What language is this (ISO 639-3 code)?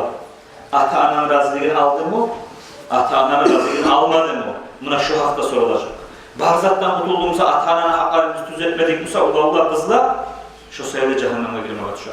kum